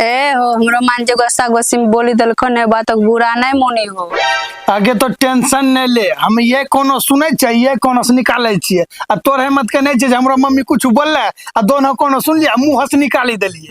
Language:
Maithili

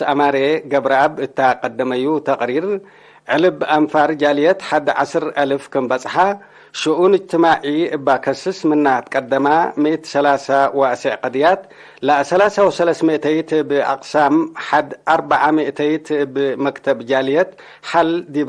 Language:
Tigre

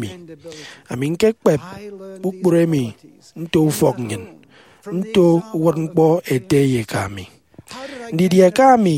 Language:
Efik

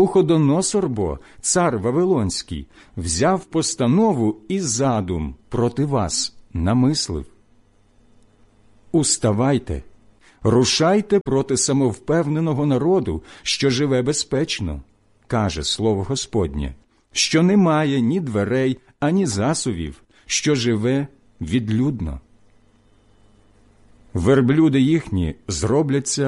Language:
Ukrainian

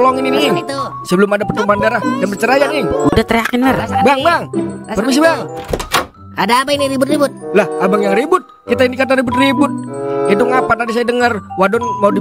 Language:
Betawi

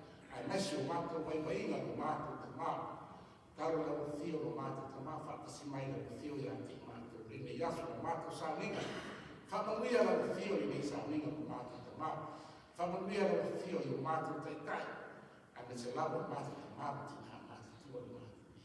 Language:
Samoan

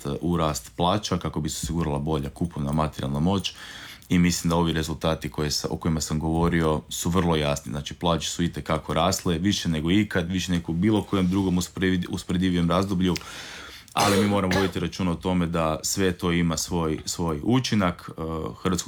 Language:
Croatian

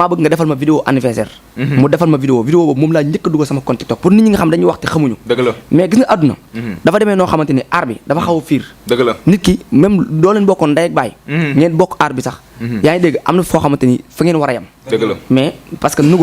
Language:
Wolof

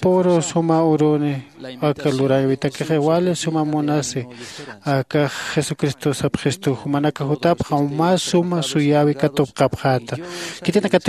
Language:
Aymara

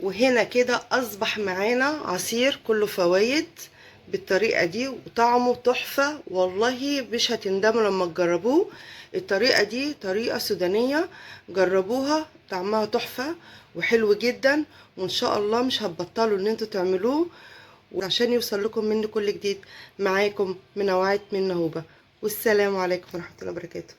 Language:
Egyptian Arabic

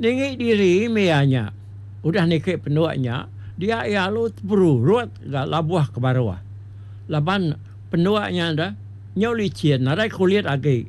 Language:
Iban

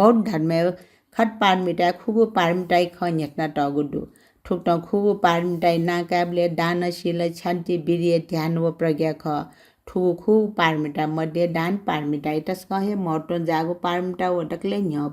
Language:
Newari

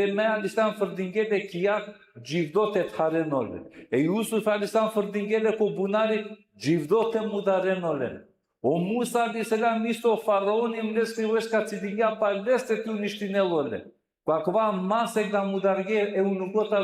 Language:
Balkan Romani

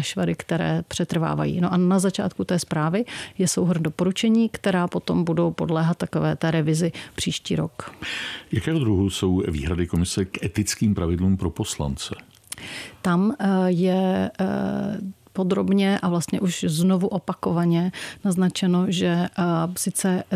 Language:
Czech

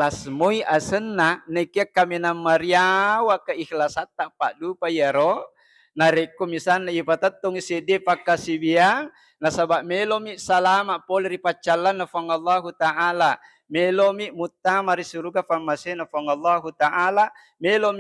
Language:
Buginese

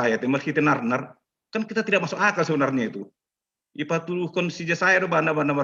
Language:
Batak Simalungun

